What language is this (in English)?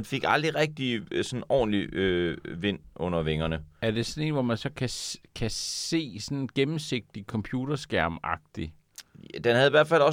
Danish